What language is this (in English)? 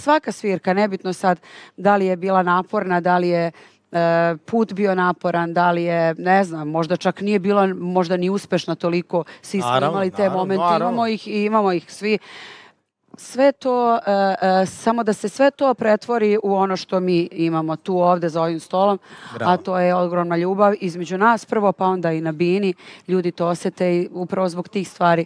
Serbian